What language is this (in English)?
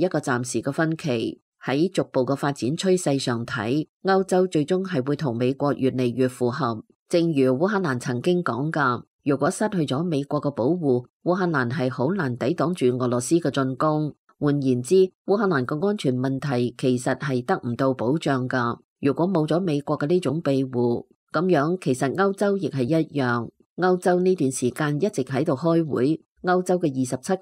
Cantonese